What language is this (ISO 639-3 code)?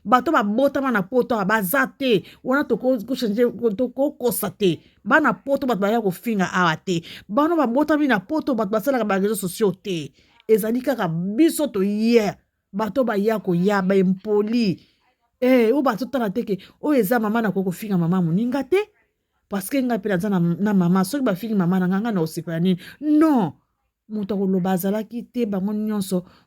lin